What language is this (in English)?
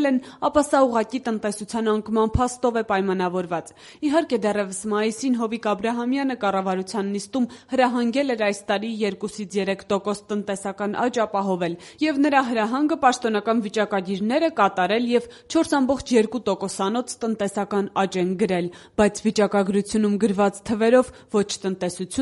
Armenian